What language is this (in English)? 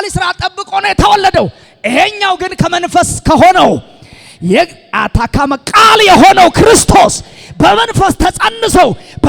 Amharic